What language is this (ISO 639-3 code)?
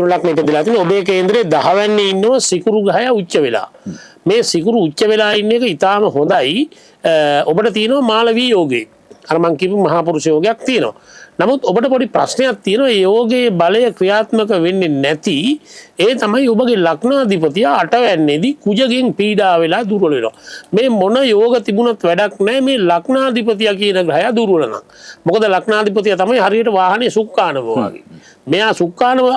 sin